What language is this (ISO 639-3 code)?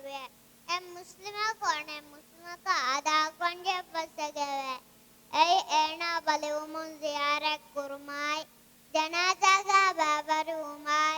div